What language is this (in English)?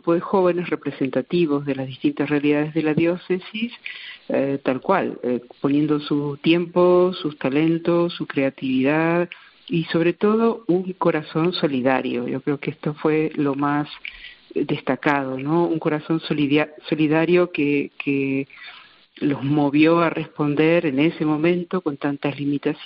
Spanish